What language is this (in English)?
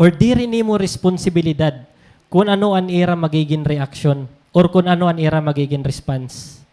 Waray